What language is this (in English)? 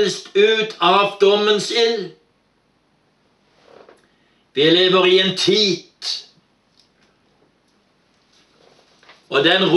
Norwegian